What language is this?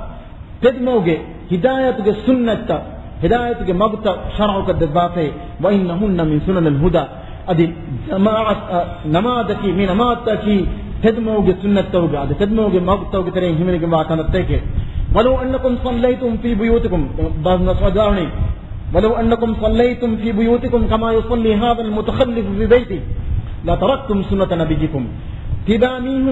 Divehi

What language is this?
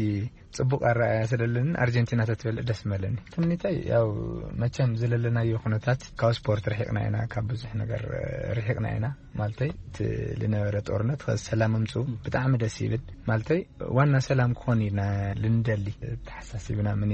Tigrinya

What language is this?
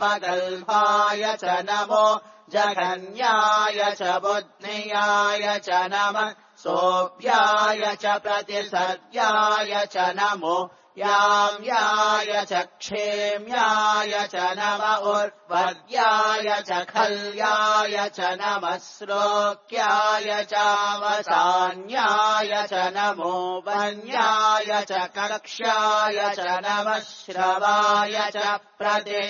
Sanskrit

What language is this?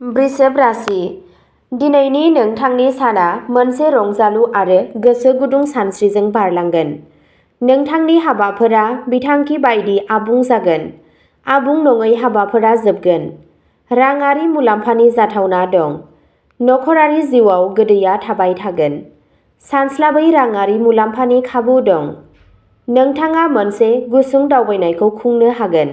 Bodo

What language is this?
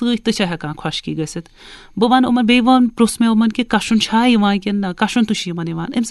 Kashmiri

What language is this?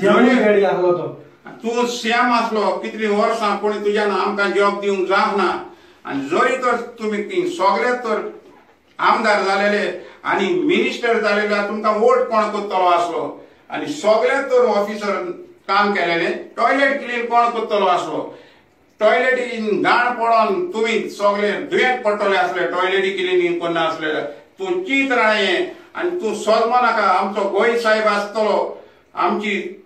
Konkani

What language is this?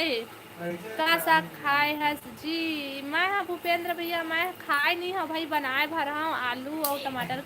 Chhattisgarhi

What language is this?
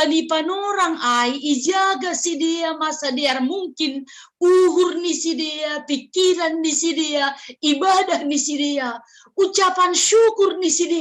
Batak Simalungun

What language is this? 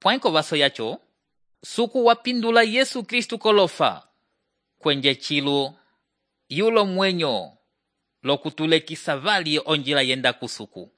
Umbundu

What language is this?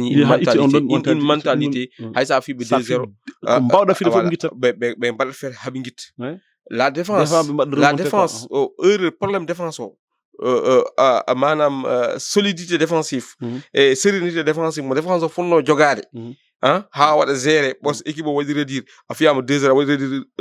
Fula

